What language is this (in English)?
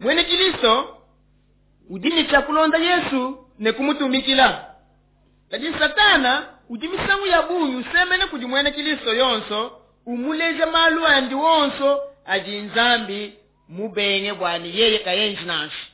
Luba-Lulua